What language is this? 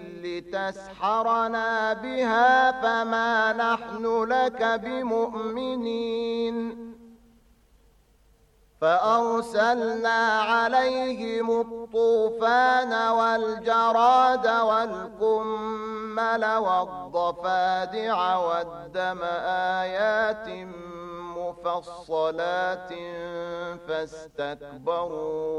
Arabic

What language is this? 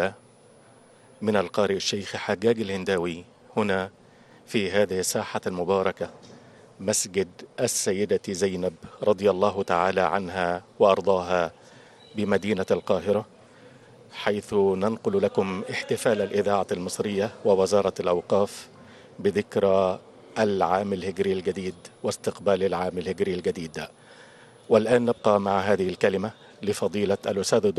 Arabic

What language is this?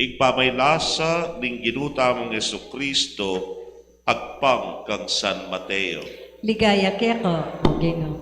Pampanga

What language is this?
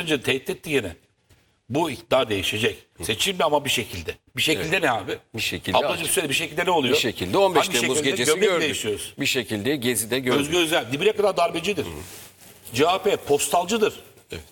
Turkish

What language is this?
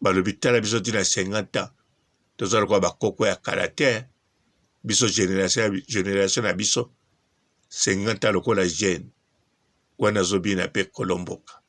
Lingala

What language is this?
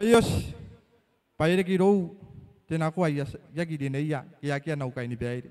Gilbertese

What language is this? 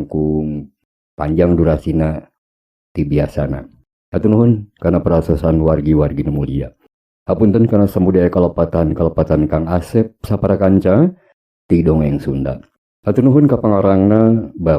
Sundanese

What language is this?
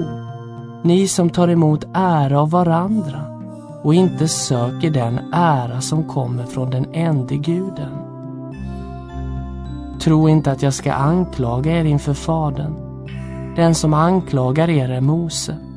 Swedish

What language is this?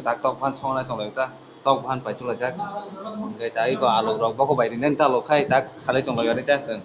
Kok Borok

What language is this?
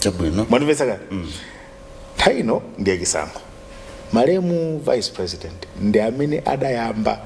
Nyanja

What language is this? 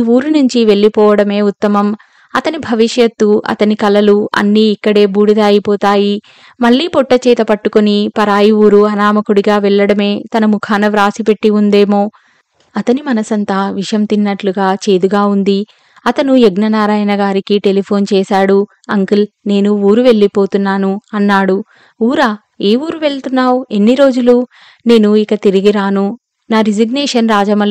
Telugu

